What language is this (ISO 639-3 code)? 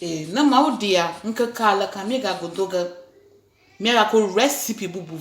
ewe